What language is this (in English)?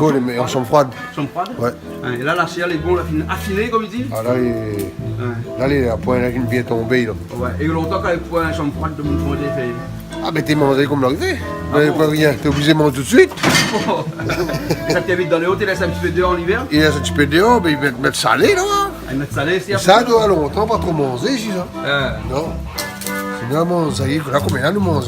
Réunion Creole French